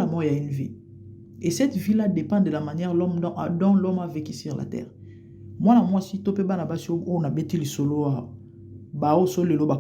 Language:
Lingala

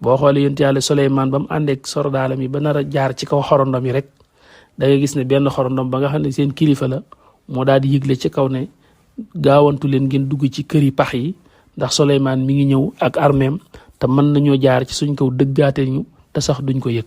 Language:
Wolof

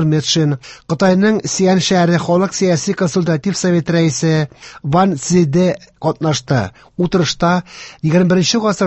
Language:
Tatar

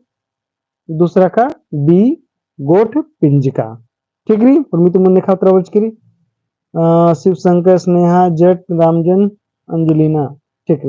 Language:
Kurukh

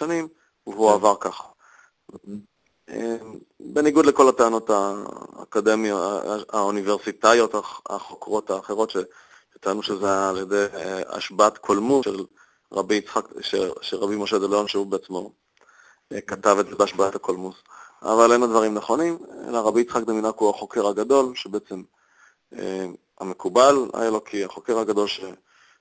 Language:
Hebrew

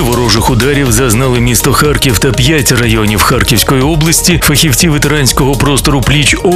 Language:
Ukrainian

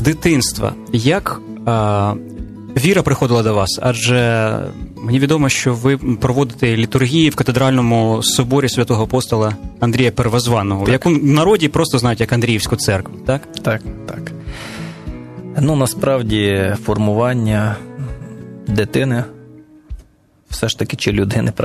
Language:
Ukrainian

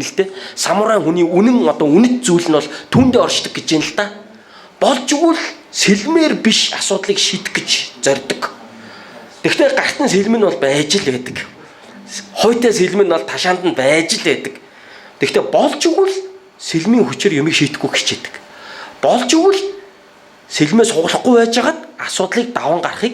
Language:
Mongolian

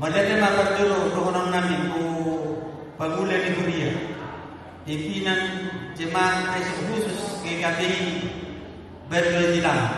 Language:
Batak Toba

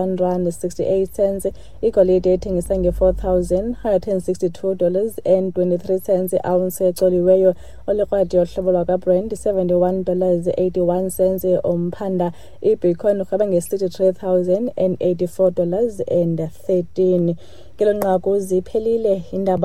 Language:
Xhosa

